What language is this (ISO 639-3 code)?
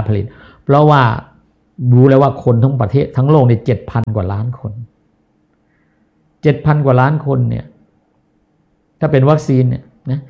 tha